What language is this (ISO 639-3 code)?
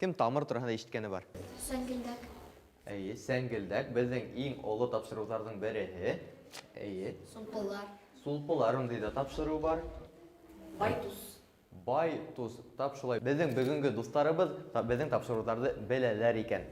bak